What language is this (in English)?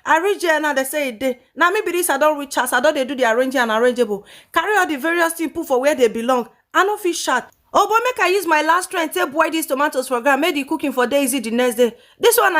Nigerian Pidgin